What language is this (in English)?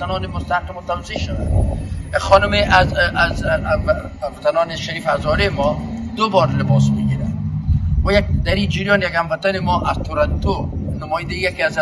Persian